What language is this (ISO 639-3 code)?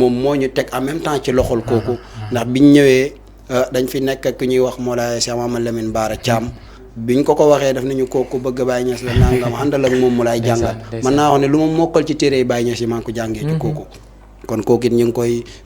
wol